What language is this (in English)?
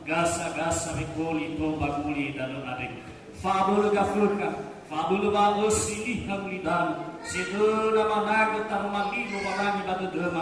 Nias